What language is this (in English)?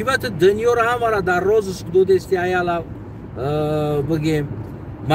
Tajik